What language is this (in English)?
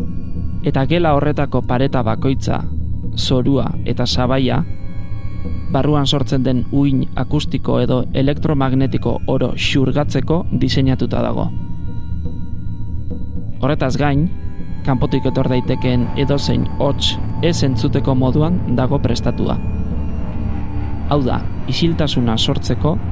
Basque